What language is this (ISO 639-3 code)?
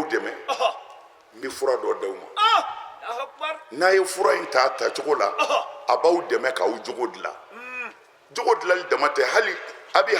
bam